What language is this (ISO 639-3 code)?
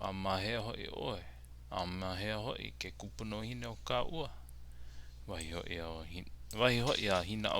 haw